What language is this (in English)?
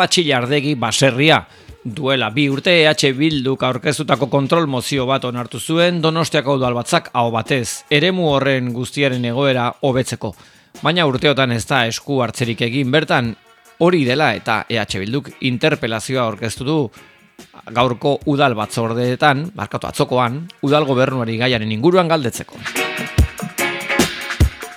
Basque